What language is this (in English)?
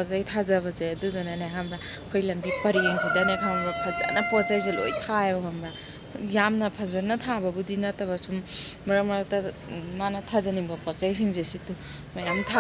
Manipuri